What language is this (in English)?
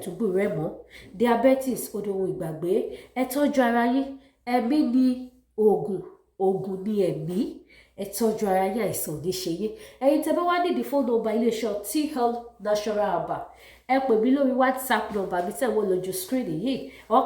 Yoruba